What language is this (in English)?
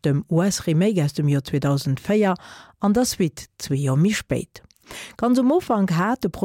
Luxembourgish